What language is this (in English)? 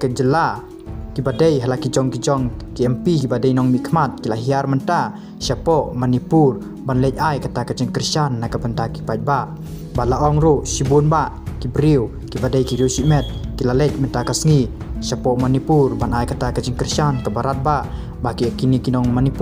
Khasi